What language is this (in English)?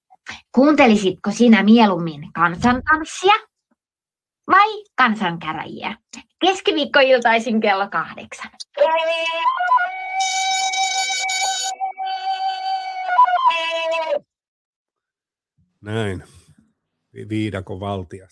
Finnish